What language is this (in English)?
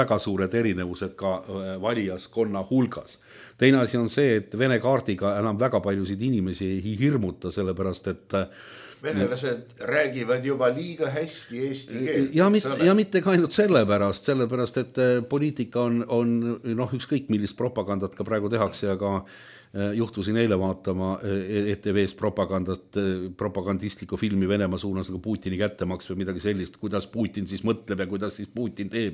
Estonian